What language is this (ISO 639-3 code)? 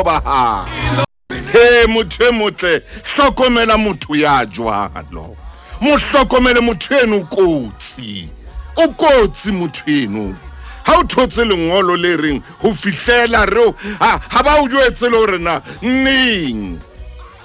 sot